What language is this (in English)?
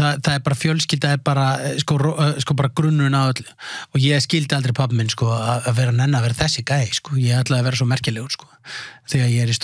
Icelandic